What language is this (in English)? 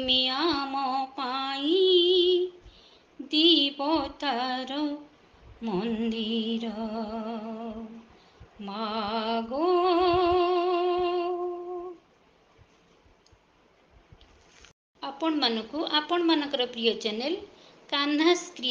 Odia